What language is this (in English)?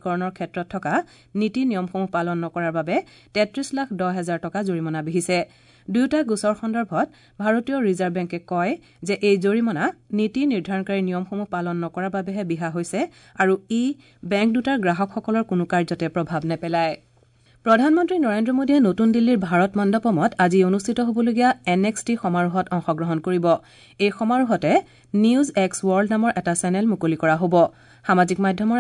Assamese